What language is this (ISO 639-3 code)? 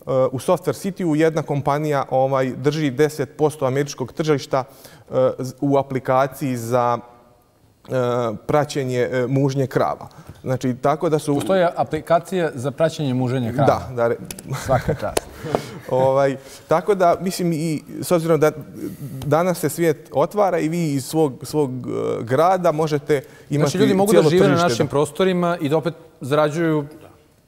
bos